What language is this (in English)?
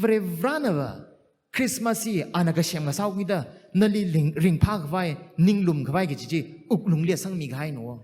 Tangkhul Naga (India)